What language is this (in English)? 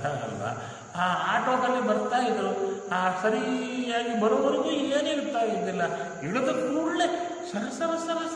Kannada